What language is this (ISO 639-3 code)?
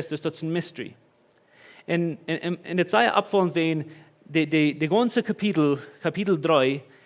pdt